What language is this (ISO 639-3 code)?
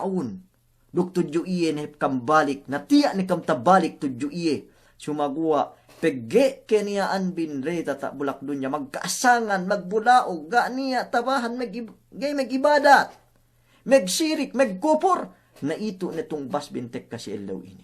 yka